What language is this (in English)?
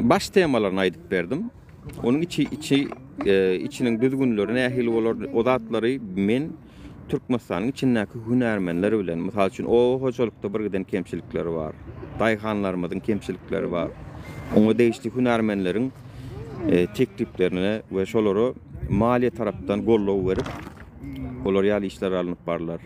Turkmen